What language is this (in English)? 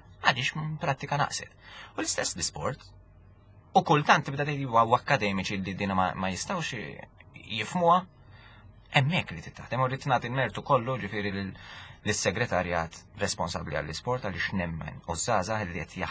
Maltese